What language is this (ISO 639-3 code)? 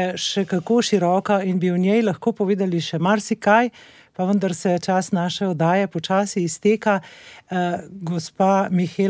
slv